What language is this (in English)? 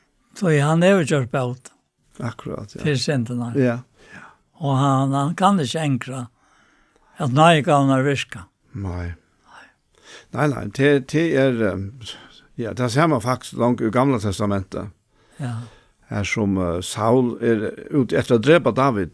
Faroese